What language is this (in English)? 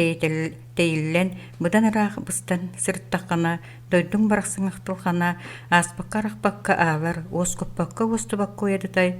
Yakut